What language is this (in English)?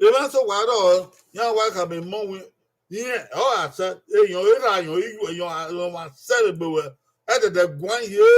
Bini